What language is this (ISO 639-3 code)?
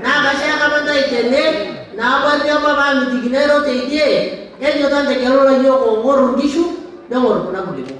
mas